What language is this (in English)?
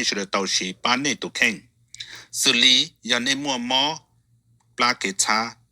Hmong